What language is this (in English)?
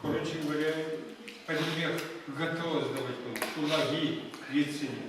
Chuvash